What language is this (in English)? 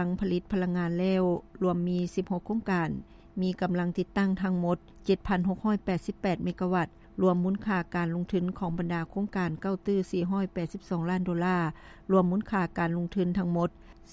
Lao